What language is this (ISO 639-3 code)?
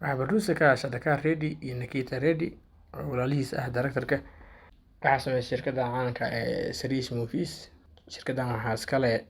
som